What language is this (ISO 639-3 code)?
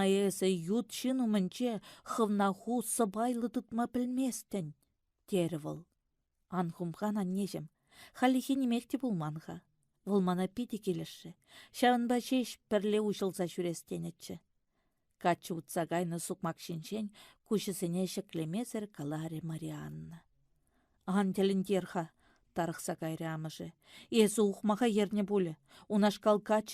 chv